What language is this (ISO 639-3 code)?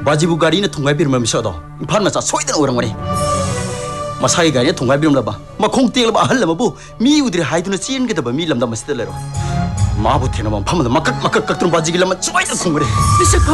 mni